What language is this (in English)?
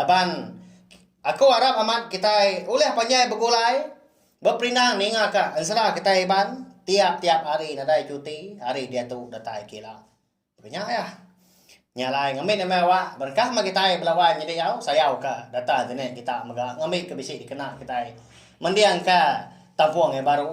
Iban